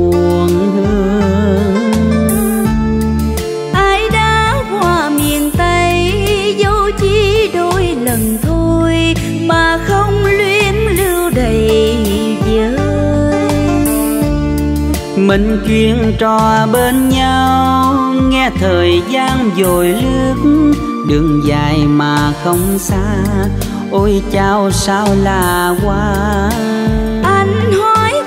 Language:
Vietnamese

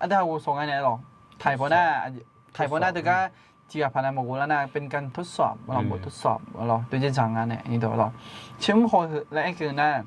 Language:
Akha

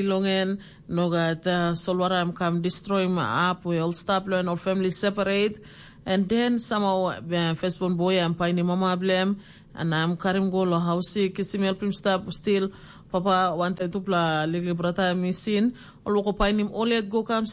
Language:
Tok Pisin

